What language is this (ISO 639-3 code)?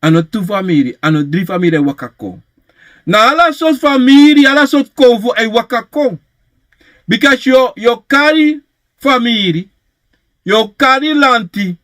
srn